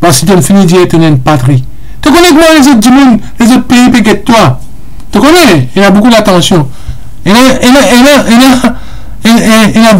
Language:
Morisyen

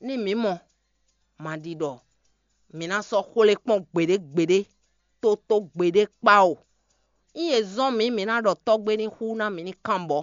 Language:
Fon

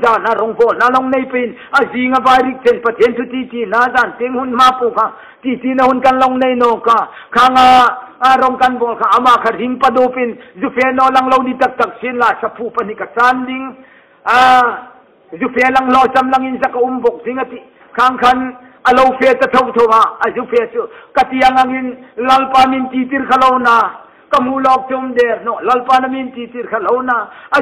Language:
Hmar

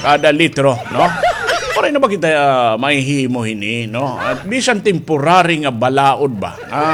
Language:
Waray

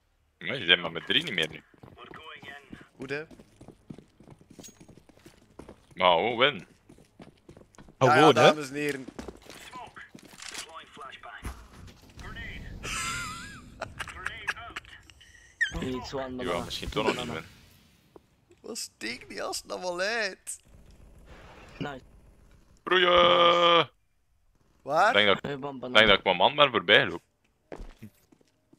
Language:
Dutch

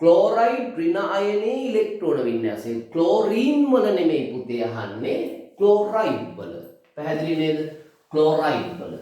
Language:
Sinhala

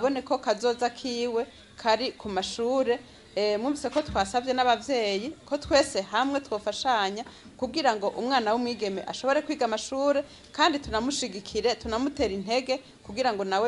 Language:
Rundi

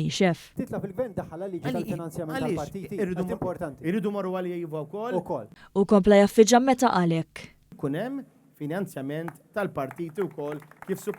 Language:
Maltese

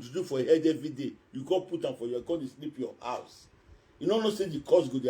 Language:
Nigerian Pidgin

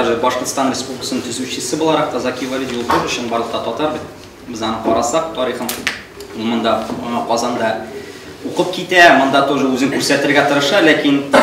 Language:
Tatar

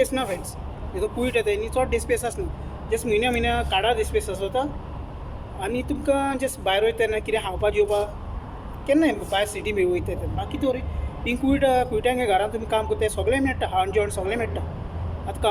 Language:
Konkani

